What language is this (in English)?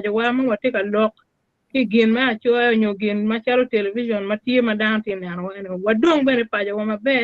Acoli